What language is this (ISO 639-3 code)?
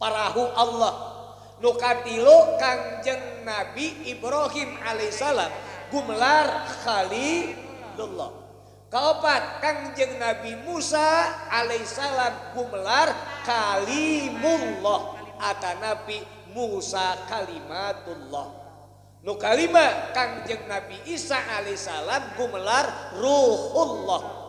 sun